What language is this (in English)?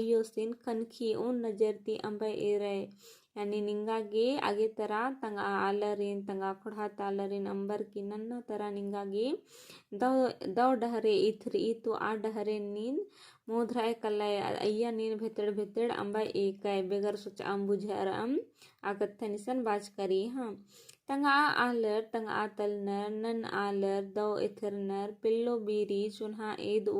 Kurukh